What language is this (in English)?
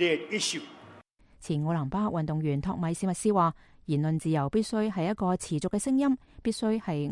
Cantonese